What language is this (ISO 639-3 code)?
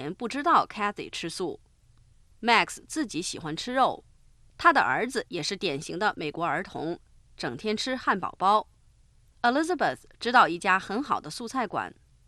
zho